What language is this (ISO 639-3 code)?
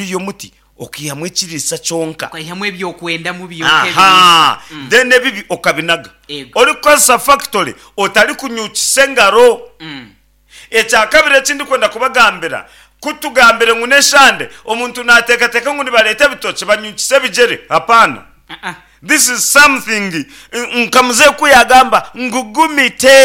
nyn